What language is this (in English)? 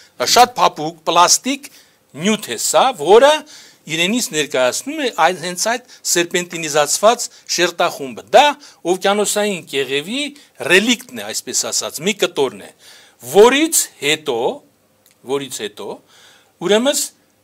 Armenian